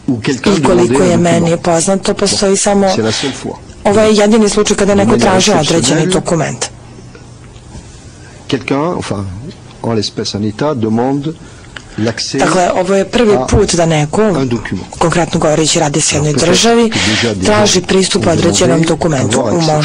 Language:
Serbian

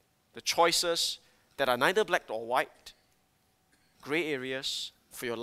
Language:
English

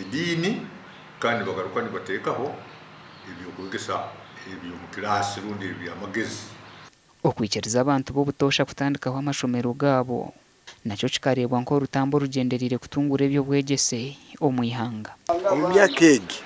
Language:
Nyankole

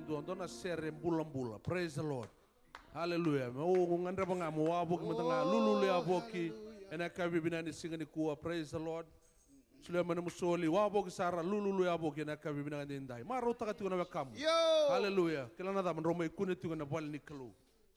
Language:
Fijian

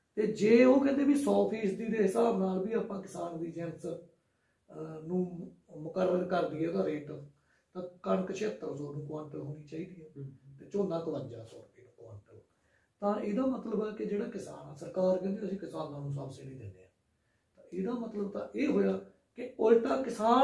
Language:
Punjabi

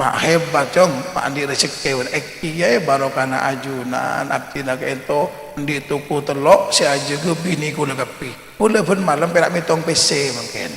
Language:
Madurese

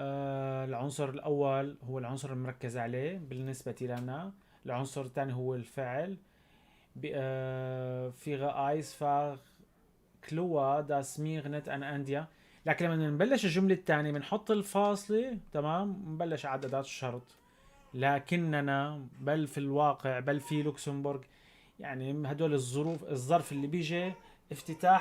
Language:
North Levantine Arabic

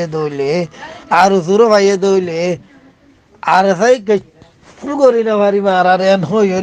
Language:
Rohingya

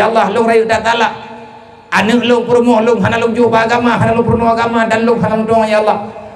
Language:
Achinese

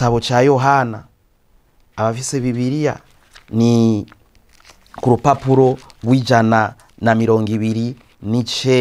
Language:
Rundi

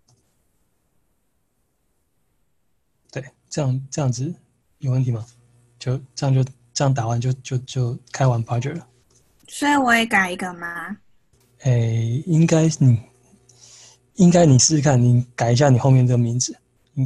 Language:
Chinese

